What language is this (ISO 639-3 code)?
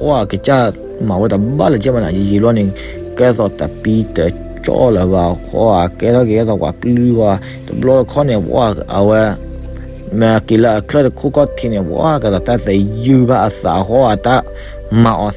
ksw